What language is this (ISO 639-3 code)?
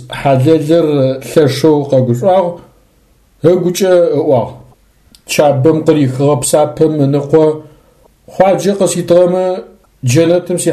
ady